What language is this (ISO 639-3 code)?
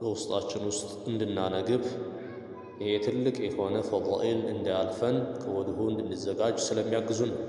amh